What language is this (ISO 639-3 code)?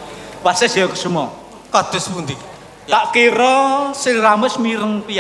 jav